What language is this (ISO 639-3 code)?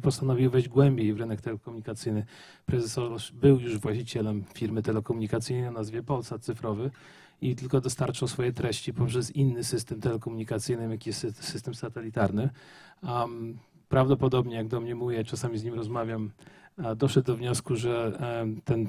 pol